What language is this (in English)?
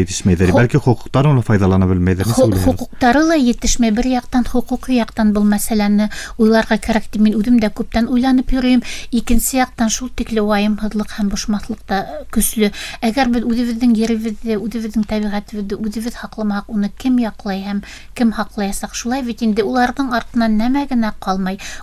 Bashkir